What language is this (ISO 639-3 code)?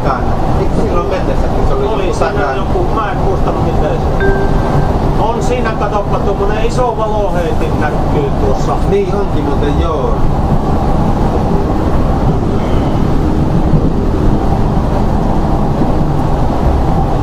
fin